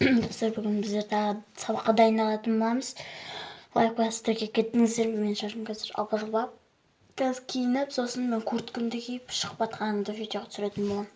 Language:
Kazakh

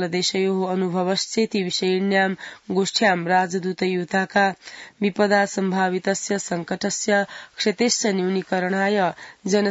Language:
Sanskrit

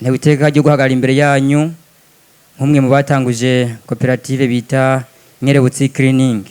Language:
Rundi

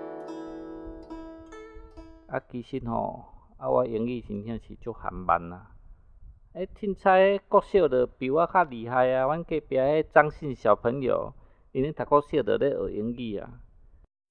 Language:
Min Nan Chinese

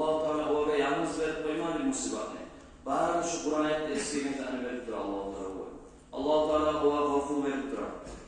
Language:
Kumyk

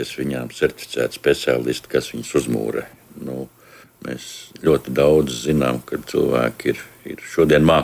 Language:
Latvian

